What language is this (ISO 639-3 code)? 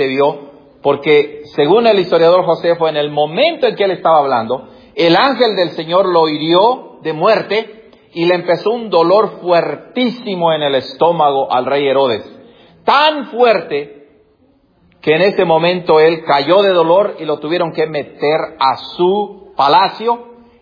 spa